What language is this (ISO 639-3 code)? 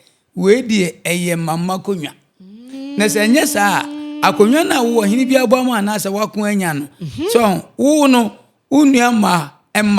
aka